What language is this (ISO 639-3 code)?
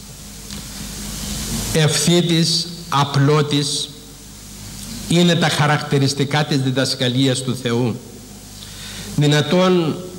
ell